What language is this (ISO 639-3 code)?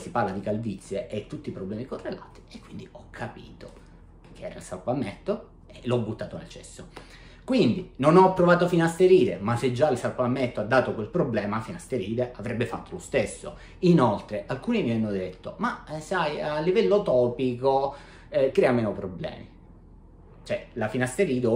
ita